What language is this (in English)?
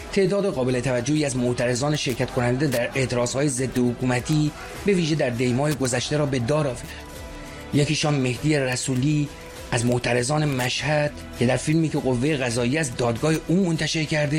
Persian